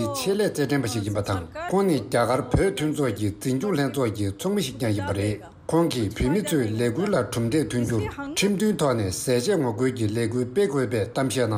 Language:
Tibetan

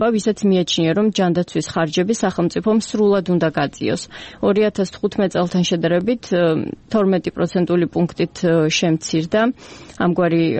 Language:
Georgian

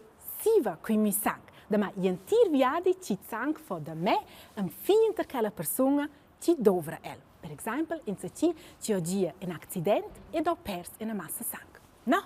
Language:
Romansh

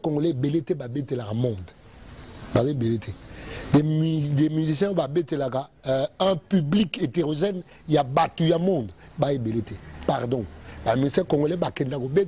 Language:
Lingala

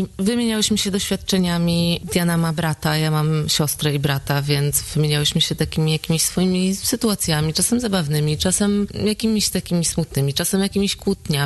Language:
Polish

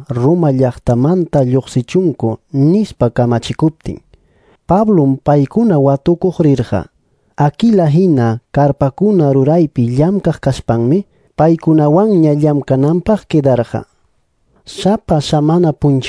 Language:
Quechua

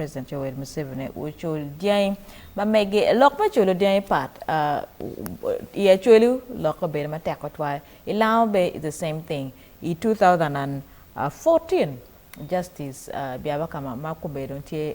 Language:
Acoli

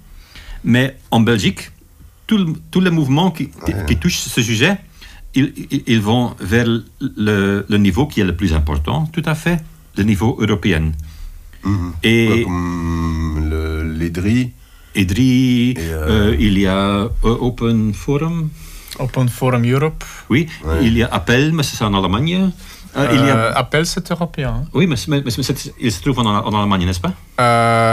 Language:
French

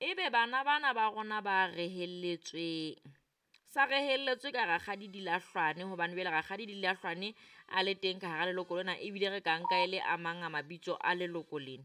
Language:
Southern Sotho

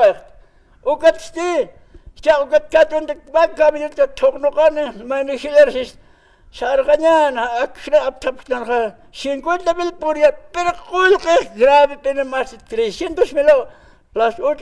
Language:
Aymara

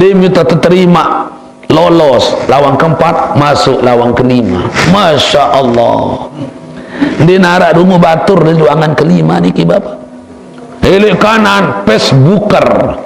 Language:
Sasak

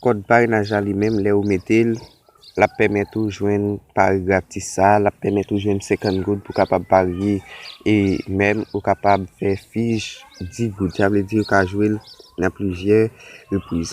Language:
Haitian Creole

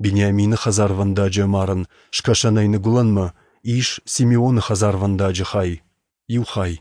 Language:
Ossetic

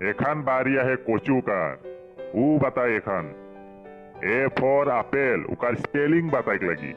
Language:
Sadri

